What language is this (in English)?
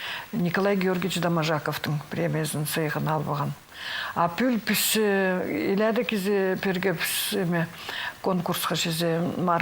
Khakas